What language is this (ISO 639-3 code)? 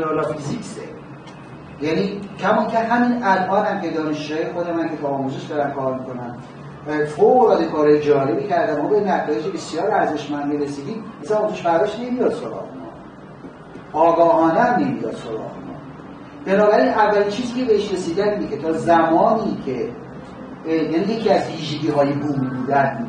fas